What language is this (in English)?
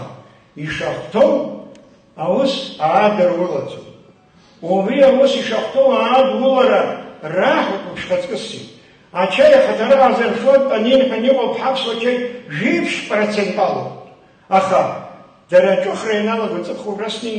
Abkhazian